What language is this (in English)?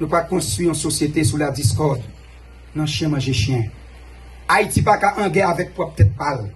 Haitian Creole